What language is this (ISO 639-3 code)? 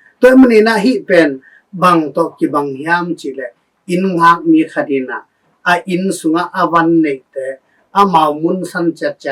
ctd